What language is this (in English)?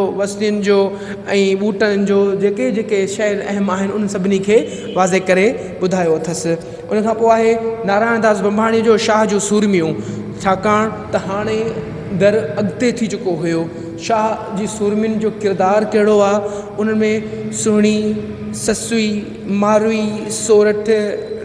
Sindhi